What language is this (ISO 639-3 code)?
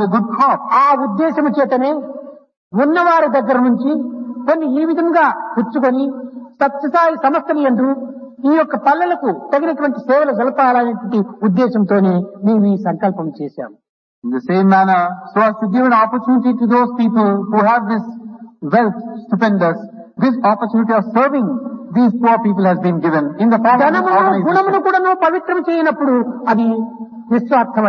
tel